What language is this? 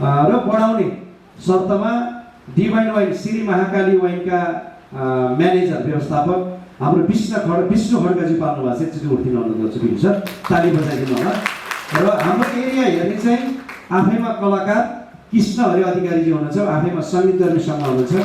Nepali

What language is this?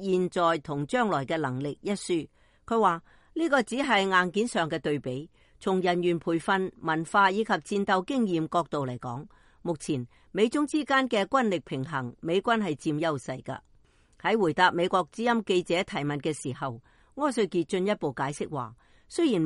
Cantonese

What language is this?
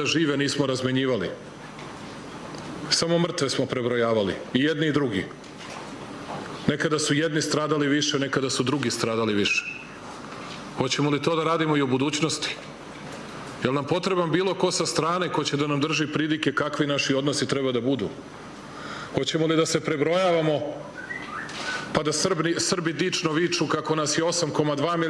Serbian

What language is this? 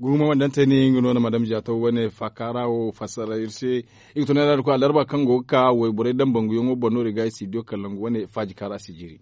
Zarma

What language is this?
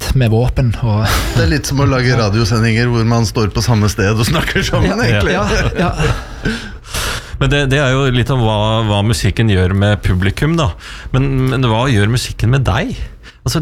Norwegian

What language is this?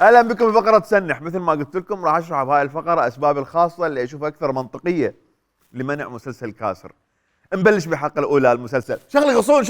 Mesopotamian Arabic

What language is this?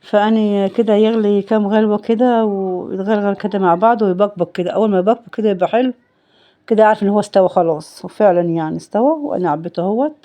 Egyptian Arabic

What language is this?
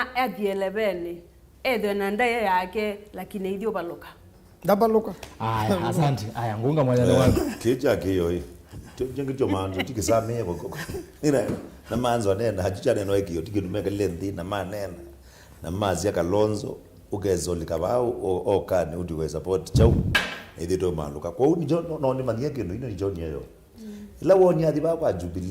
Kamba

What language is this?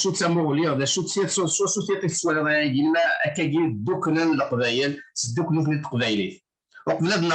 Kabyle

